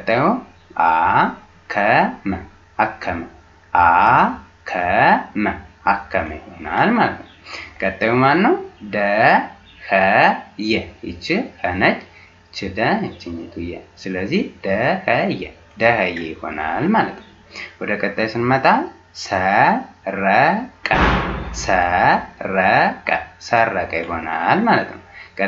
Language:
Amharic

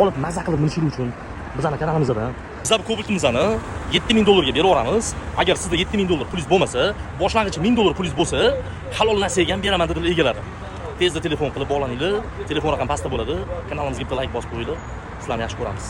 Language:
Uzbek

